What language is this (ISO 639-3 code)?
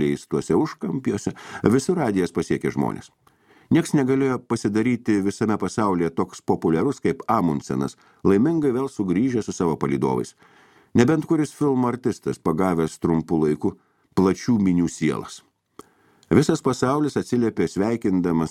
lit